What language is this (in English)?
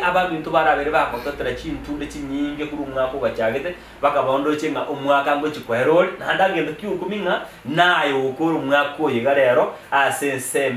Gusii